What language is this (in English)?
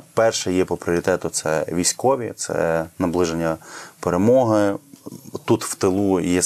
Ukrainian